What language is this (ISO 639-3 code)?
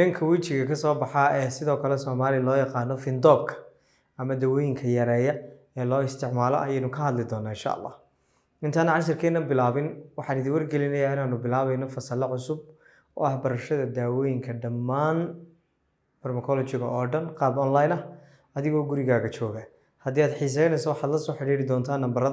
som